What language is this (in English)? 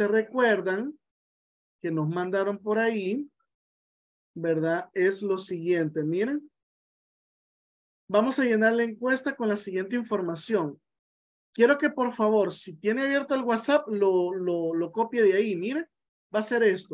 Spanish